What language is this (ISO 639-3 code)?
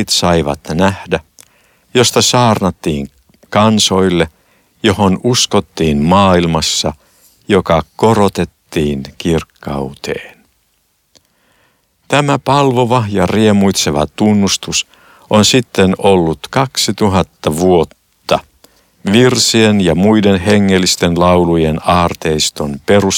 fin